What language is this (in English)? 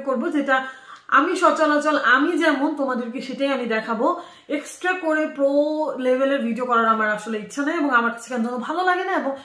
Bangla